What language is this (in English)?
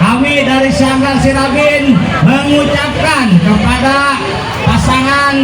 Betawi